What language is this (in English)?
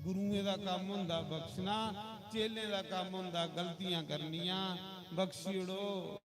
Dogri